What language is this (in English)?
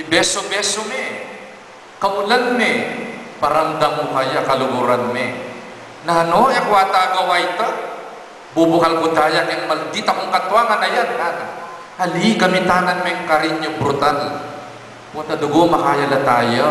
Pampanga